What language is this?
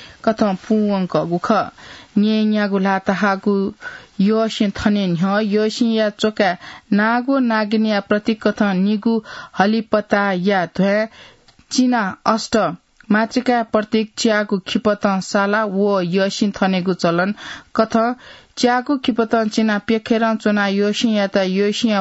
Newari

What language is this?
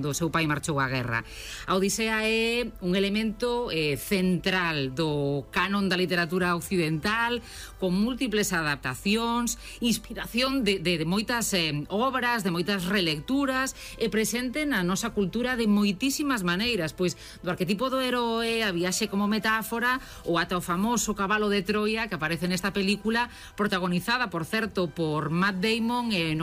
Galician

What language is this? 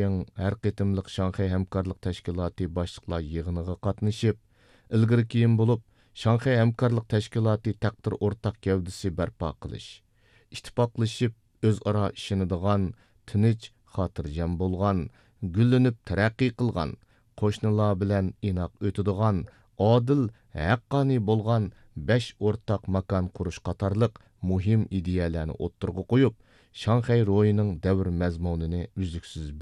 Uyghur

